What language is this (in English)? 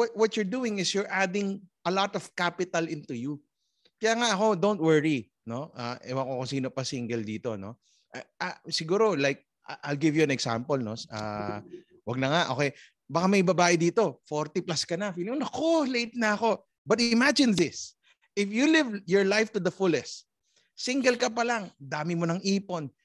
Filipino